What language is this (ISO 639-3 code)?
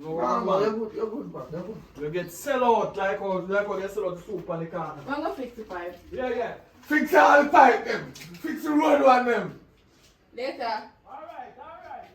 jam